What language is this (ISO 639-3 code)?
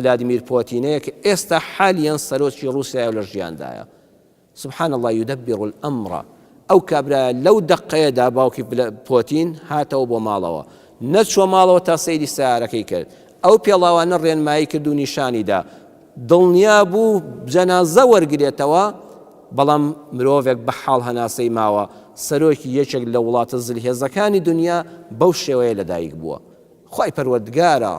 ckb